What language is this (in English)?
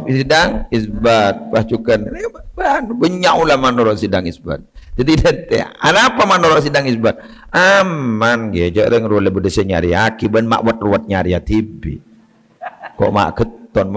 Madurese